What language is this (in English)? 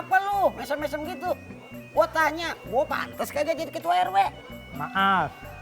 Betawi